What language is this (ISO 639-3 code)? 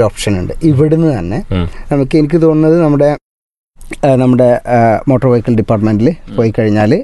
mal